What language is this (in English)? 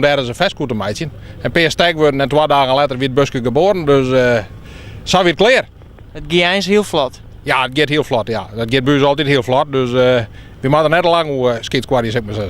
Western Frisian